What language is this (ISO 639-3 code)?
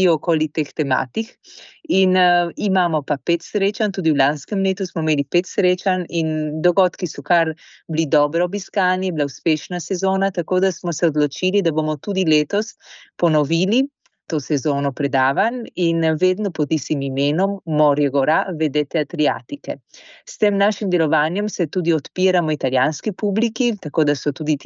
slv